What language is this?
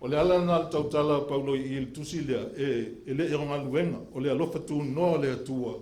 Samoan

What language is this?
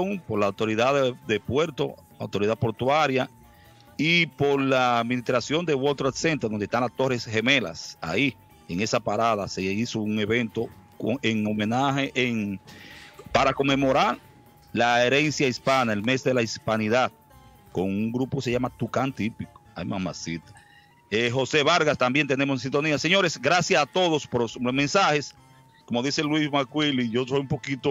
Spanish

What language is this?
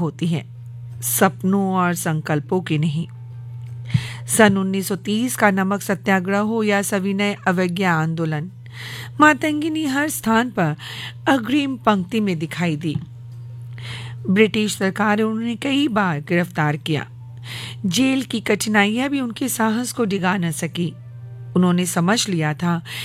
Hindi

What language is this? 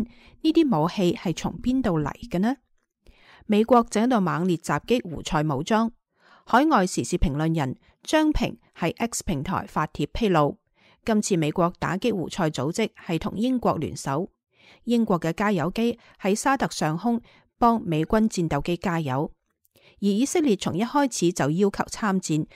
Cantonese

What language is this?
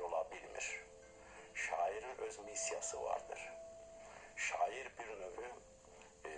Azerbaijani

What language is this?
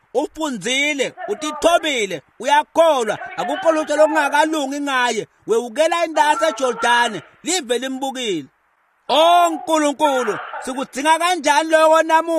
Swati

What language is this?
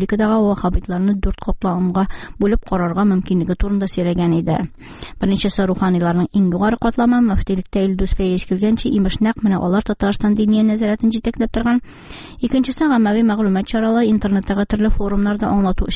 Tatar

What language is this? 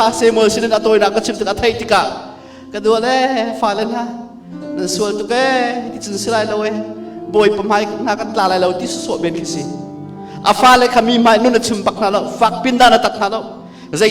Hakha Chin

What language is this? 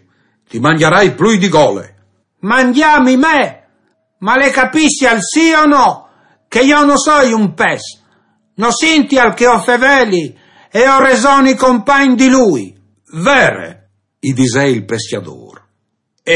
Friulian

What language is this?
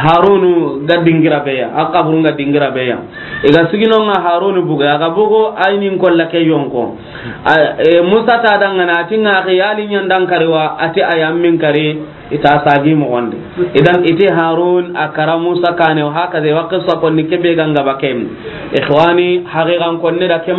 Soninke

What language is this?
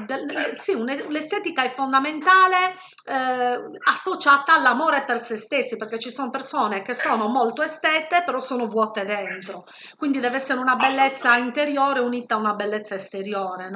Italian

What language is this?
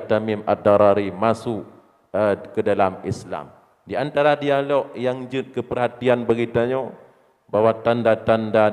Achinese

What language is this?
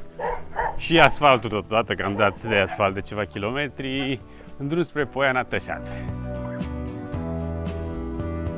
Romanian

